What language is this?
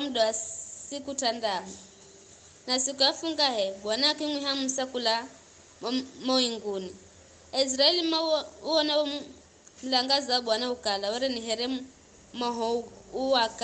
Giryama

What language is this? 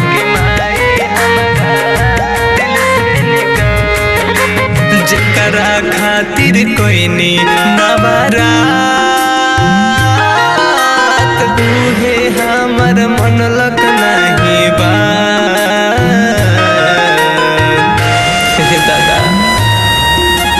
Bhojpuri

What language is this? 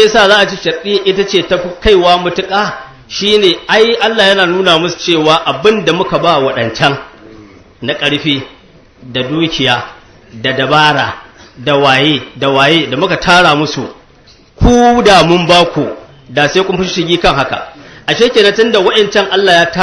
Hausa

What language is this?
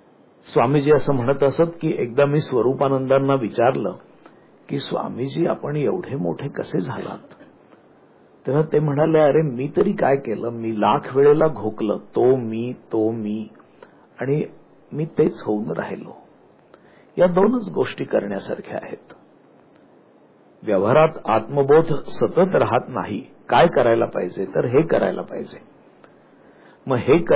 Marathi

